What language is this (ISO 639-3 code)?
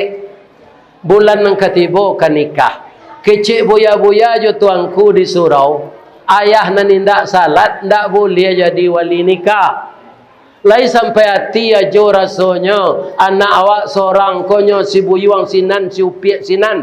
min